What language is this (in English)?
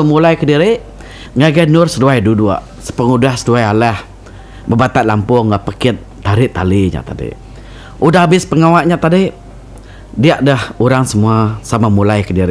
Iban